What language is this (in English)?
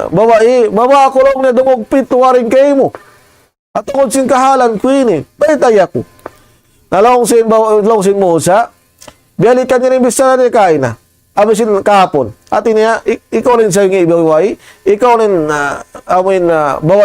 Tausug